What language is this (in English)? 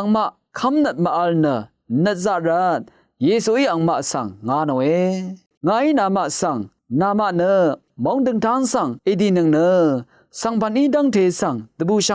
Rawang